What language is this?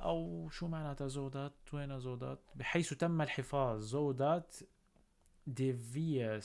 North Levantine Arabic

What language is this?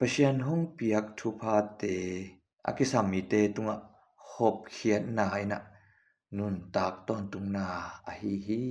Tedim Chin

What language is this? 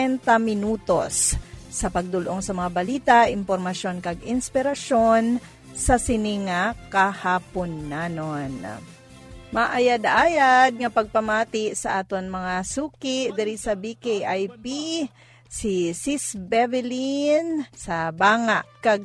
Hiligaynon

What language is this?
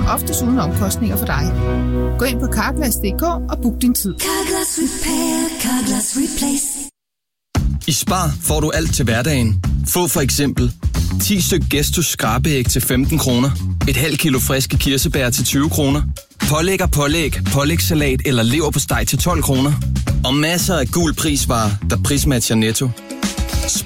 Danish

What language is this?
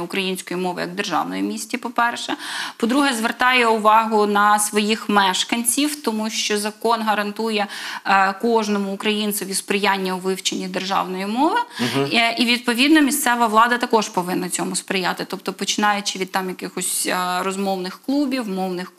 Ukrainian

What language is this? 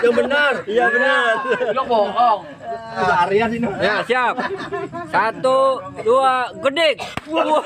Betawi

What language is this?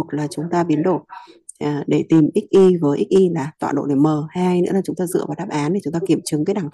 Vietnamese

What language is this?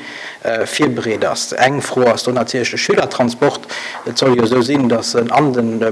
Luxembourgish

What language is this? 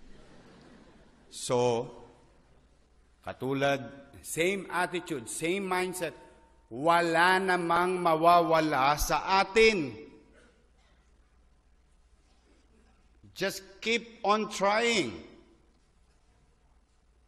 Filipino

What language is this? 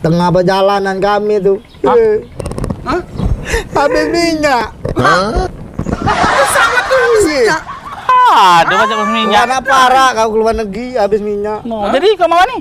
Musi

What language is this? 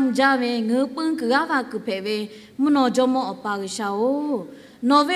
Lahu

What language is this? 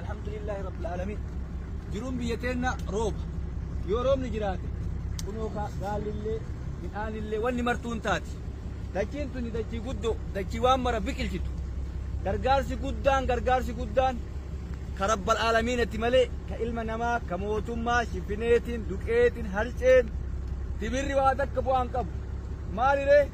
Oromo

